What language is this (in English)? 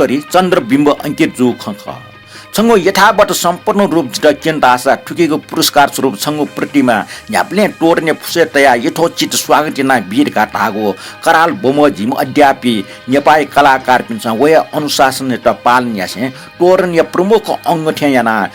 Newari